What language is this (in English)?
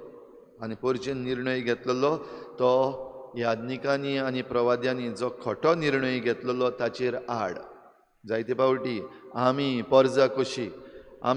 Konkani